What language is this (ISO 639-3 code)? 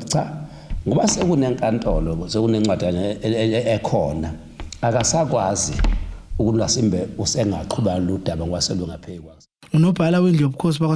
zul